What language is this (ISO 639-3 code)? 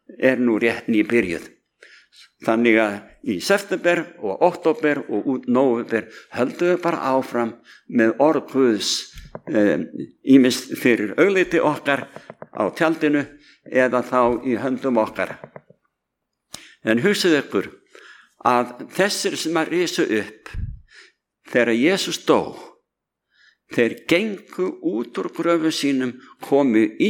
isl